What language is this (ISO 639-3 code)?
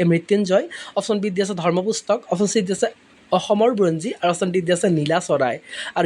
asm